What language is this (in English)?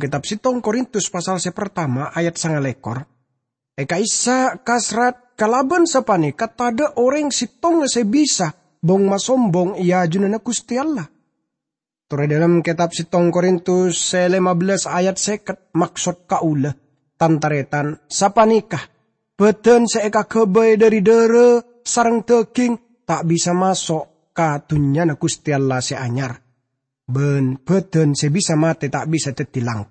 Madurese